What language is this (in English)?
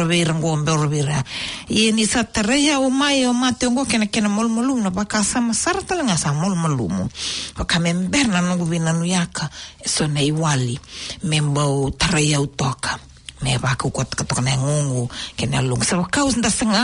Fijian